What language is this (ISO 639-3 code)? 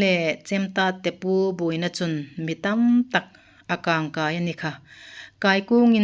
hmr